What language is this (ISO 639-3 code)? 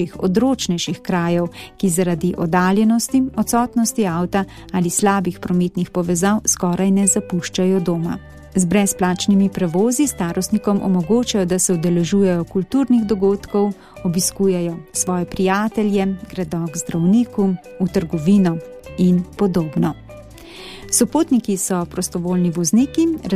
slv